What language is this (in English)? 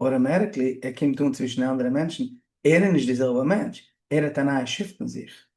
Yiddish